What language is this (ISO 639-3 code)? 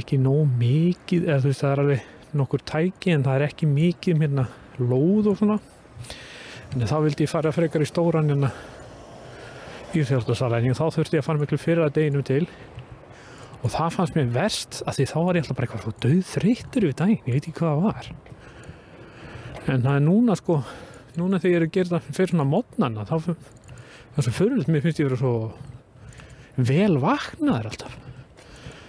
isl